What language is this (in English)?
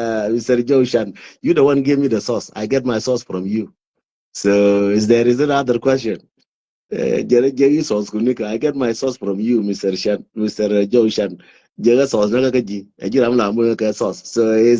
Nuer